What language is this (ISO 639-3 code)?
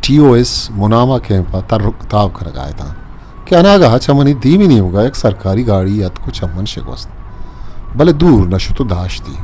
bgp